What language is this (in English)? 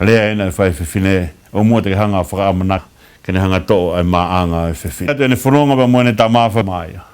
Tongan